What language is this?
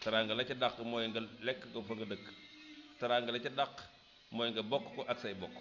Wolof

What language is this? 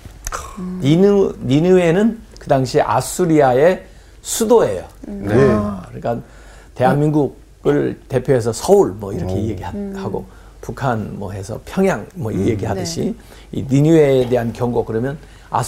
Korean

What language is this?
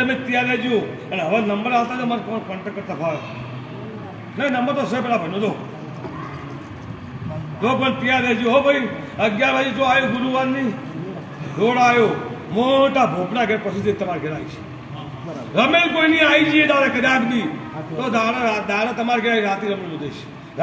Gujarati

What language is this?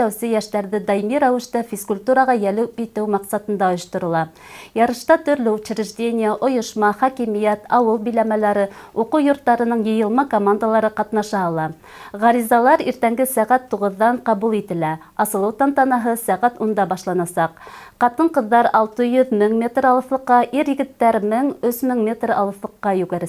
Bashkir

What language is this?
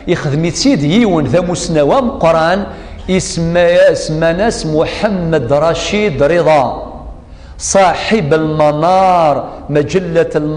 Kabyle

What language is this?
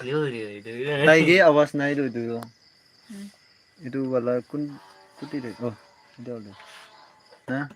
Naga Pidgin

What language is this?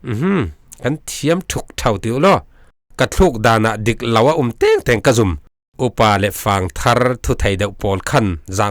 Falam Chin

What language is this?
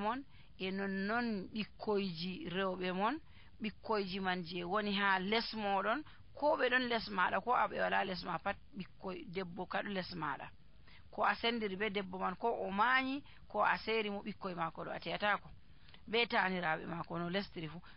Nigerian Fulfulde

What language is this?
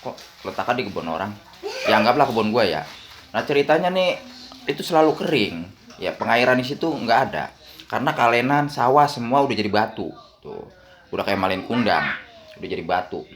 Betawi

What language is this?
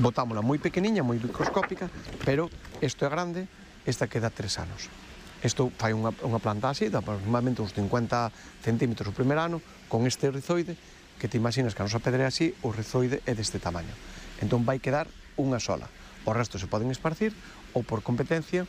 Galician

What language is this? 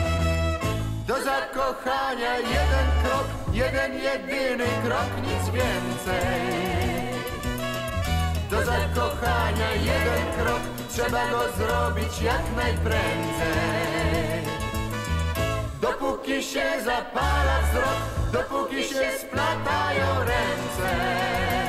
Polish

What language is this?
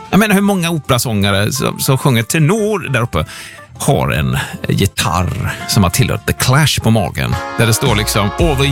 Swedish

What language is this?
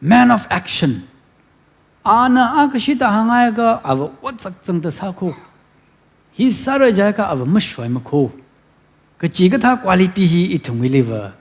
Tangkhul Naga (India)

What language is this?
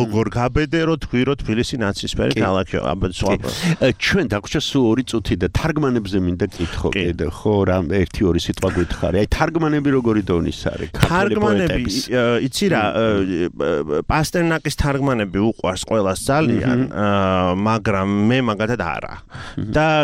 Georgian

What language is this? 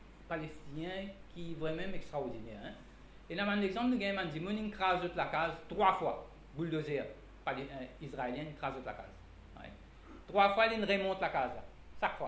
Morisyen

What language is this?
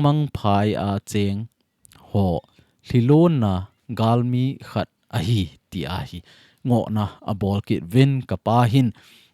Thado Chin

